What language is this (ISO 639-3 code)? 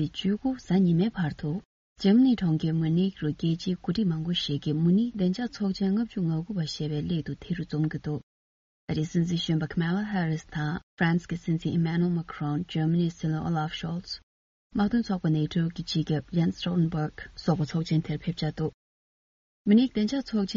bod